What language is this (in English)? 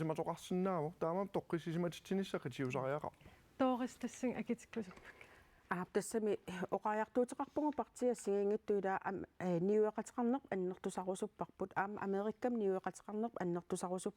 Kalaallisut